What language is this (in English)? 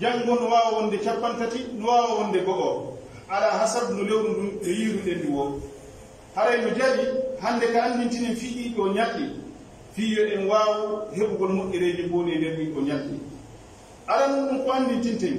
Pular